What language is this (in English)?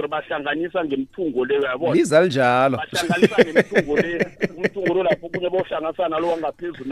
South Ndebele